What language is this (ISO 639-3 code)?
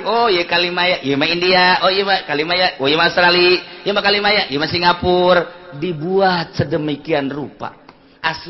sun